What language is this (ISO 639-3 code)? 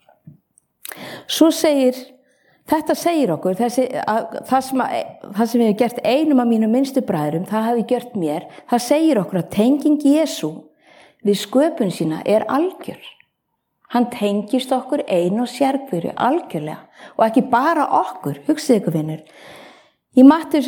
isl